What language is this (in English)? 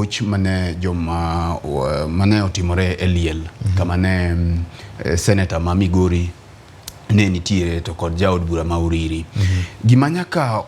Luo (Kenya and Tanzania)